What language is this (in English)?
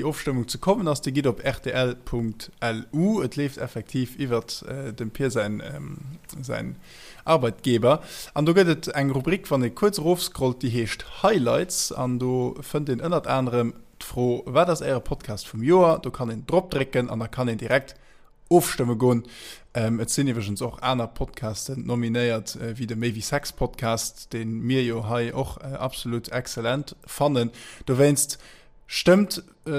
Luxembourgish